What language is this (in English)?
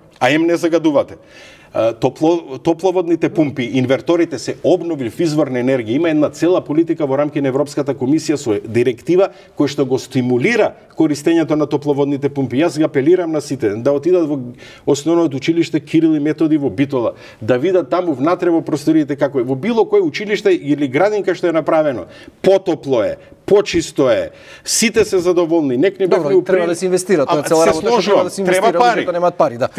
Macedonian